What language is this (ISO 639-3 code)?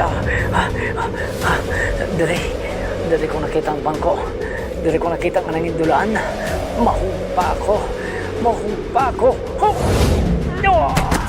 hil